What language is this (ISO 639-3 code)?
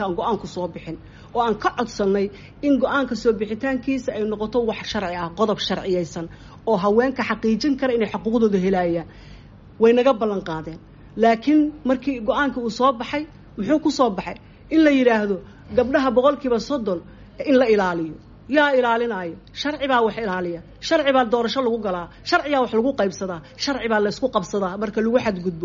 som